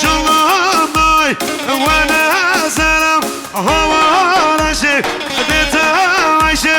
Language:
Kurdish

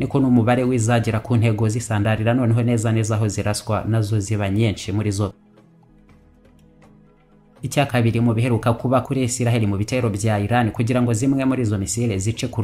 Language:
Kinyarwanda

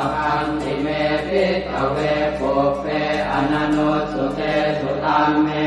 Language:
Pali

